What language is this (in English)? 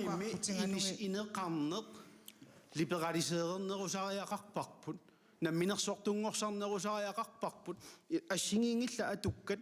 Kalaallisut